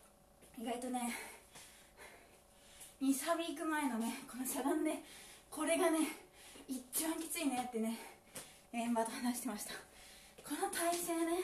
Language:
Japanese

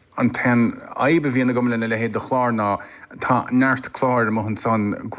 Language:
Irish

